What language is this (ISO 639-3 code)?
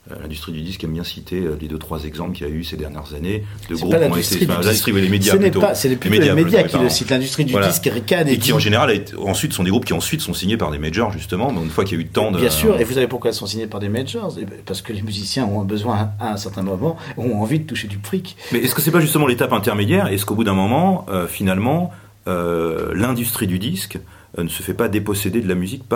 fra